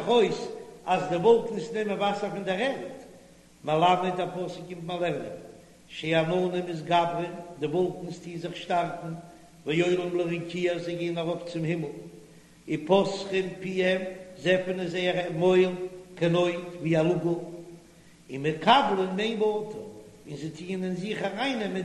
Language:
Yiddish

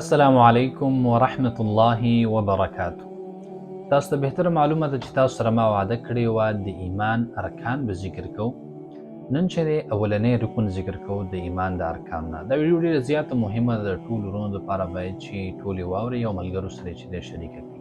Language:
Pashto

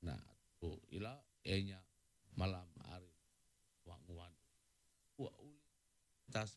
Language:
Iban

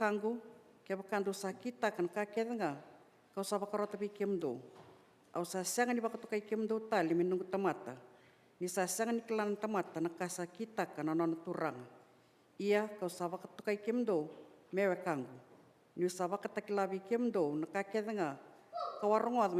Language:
Fijian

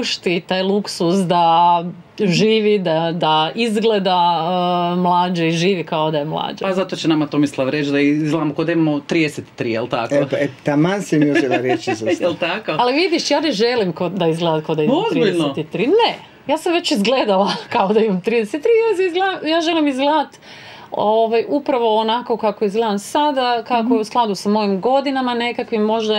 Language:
Croatian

